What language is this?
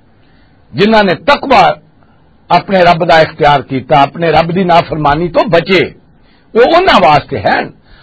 Western Panjabi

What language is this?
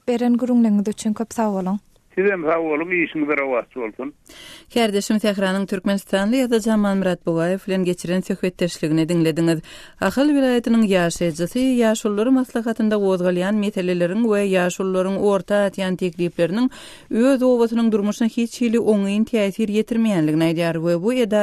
Turkmen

